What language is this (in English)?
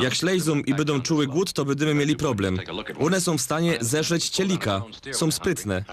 Silesian